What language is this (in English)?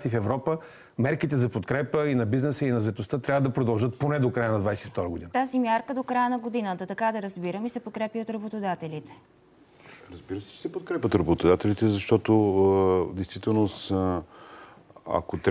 Bulgarian